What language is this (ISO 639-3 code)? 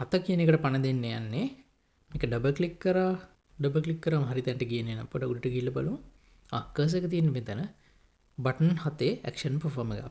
sin